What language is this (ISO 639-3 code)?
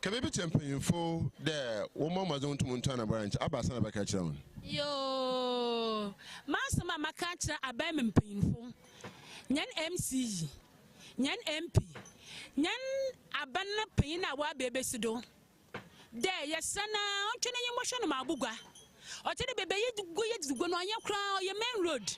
aka